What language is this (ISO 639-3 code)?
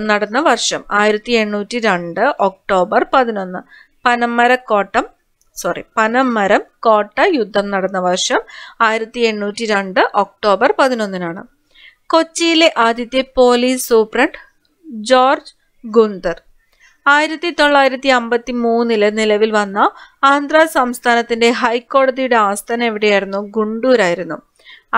mal